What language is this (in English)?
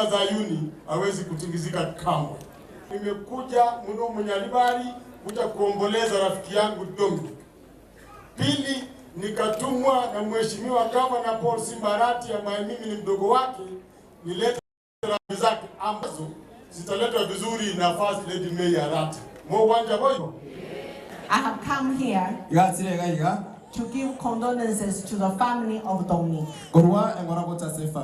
Gusii